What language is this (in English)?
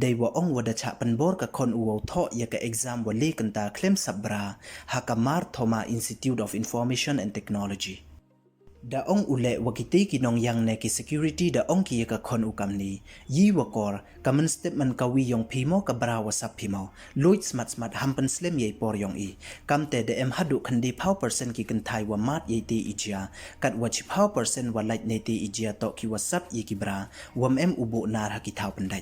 Pnar